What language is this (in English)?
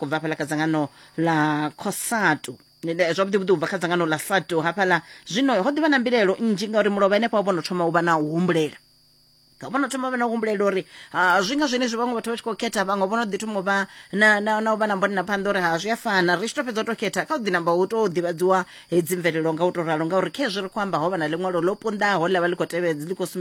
Venda